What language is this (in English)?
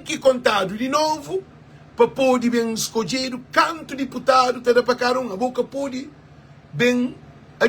Kabuverdianu